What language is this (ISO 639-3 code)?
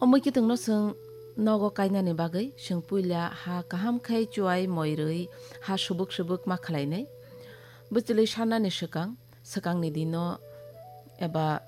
trp